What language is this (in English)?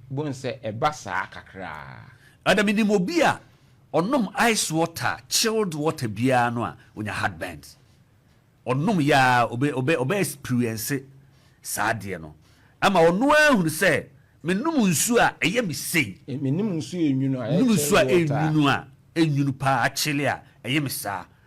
Akan